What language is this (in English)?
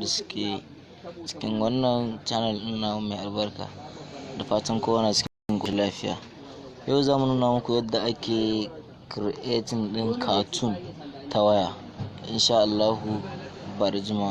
Hausa